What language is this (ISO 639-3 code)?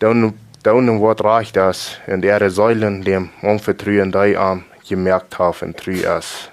pdt